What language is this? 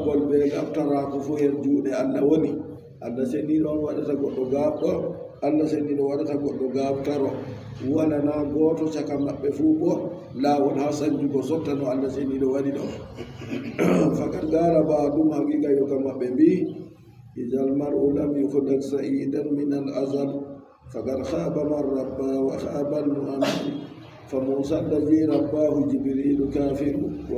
Adamawa Fulfulde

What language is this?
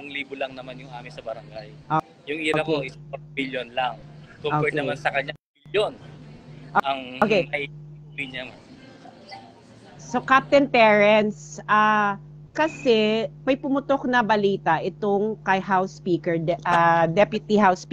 Filipino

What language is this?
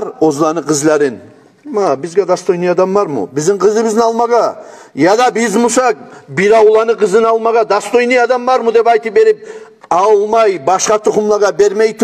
Kumyk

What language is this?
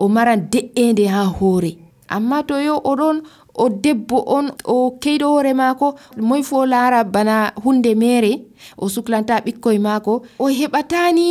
Nigerian Fulfulde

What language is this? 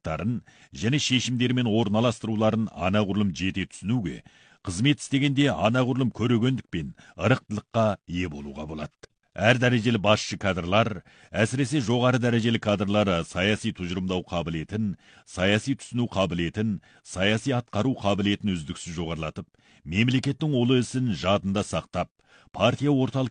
Kazakh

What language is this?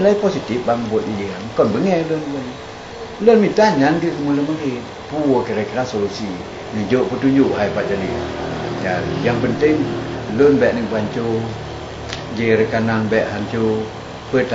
Achinese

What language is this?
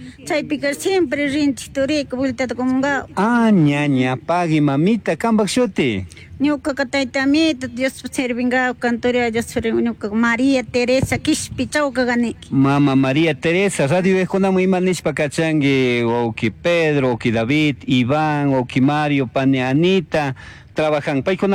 Chimborazo Highland Quichua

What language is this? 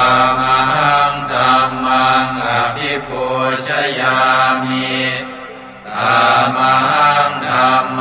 Pali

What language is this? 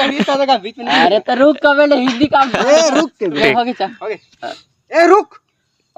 Chhattisgarhi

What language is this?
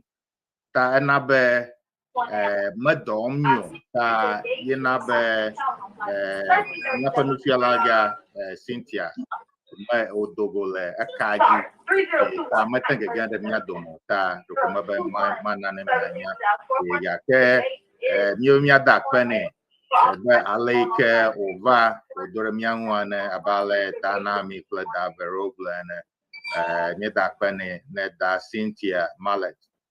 Ewe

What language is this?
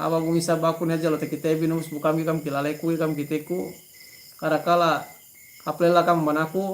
Yakan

